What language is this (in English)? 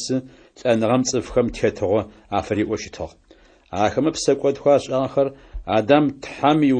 Adyghe